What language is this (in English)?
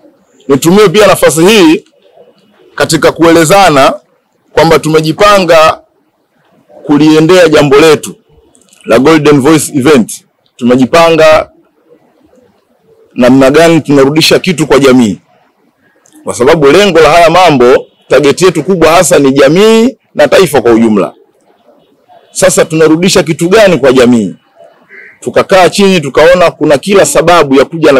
Swahili